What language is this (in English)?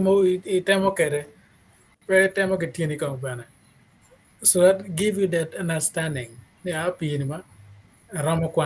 Acoli